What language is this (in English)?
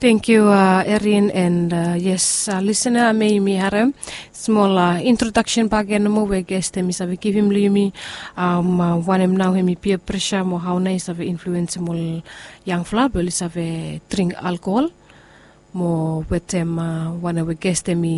Bislama